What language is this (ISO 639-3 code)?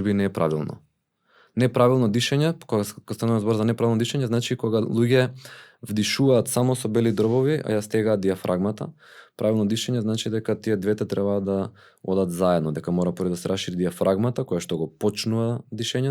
mkd